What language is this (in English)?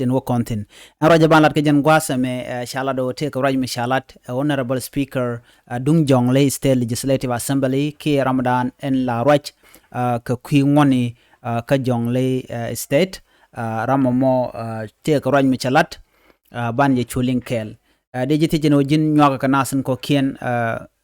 Nuer